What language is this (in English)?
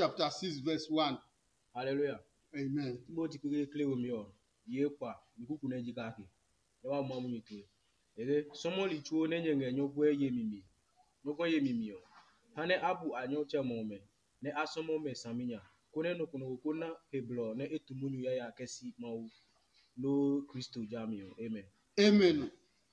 Adangme